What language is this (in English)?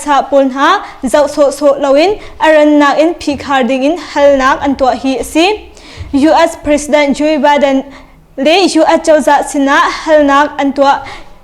Hakha Chin